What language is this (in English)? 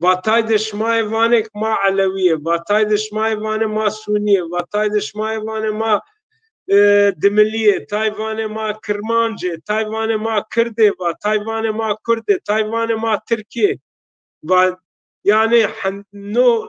Zaza